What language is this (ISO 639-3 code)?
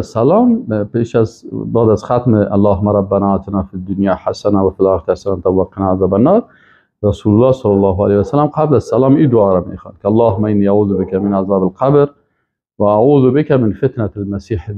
fas